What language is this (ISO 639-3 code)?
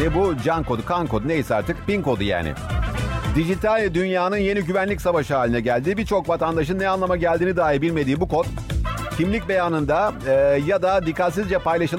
tur